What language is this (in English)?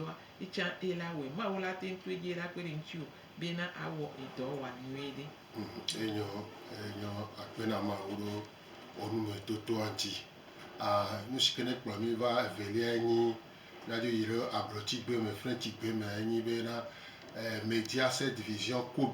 Gen